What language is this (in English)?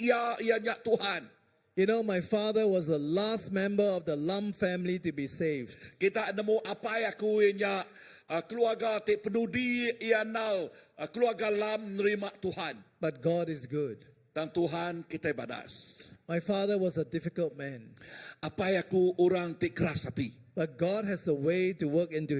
Iban